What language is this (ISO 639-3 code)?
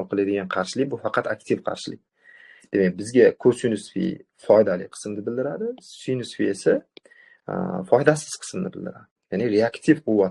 uzb